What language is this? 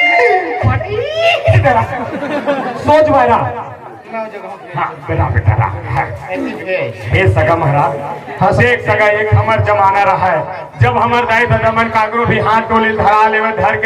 Chhattisgarhi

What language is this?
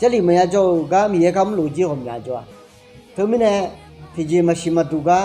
Akha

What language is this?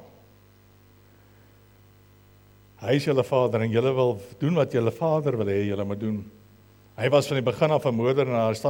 Afrikaans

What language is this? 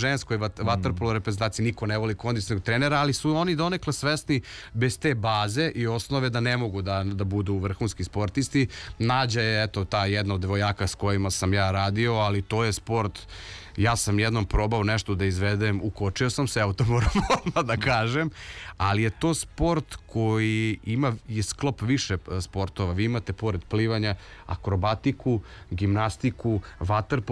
Serbian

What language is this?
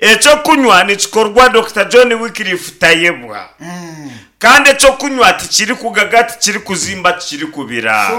Nyankole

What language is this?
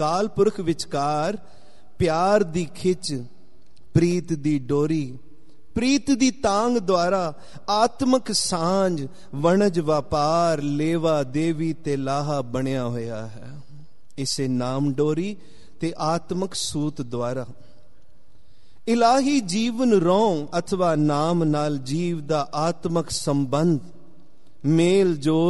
Punjabi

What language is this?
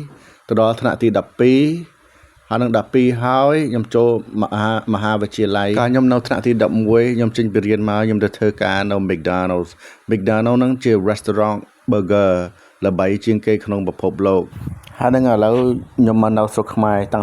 Khmer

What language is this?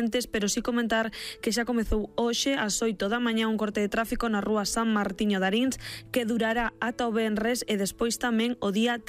Galician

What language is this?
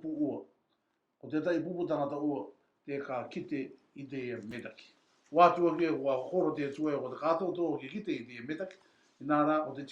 Rarotongan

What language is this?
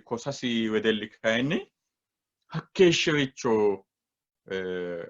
Sidamo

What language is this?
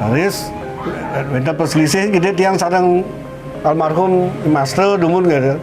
Balinese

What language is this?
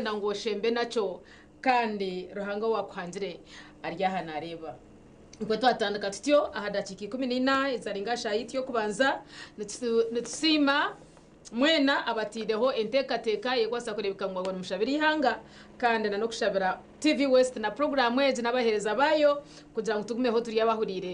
Nyankole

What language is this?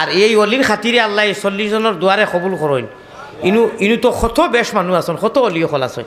Sylheti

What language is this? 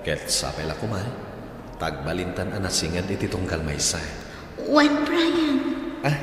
Iloko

